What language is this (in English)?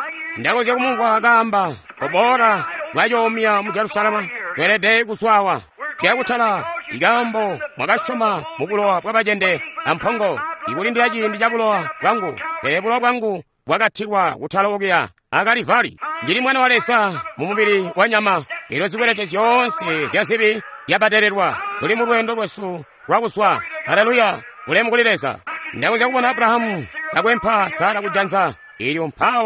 Tonga (Zambia)